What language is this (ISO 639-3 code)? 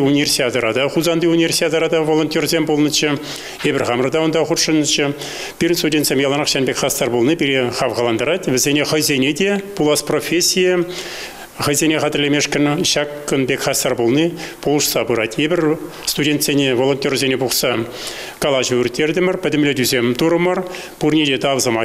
chv